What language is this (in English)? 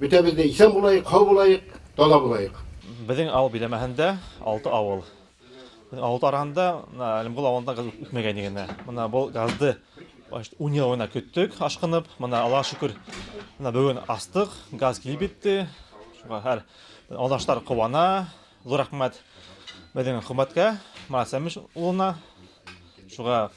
Bashkir